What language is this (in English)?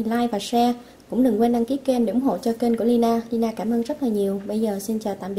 Vietnamese